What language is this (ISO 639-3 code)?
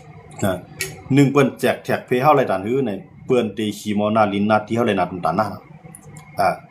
shn